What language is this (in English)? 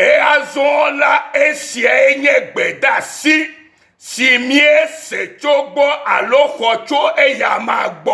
Ewe